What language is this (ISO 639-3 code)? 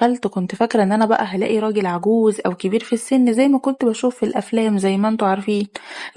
arz